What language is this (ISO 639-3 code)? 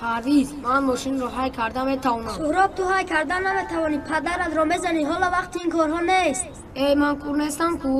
tgk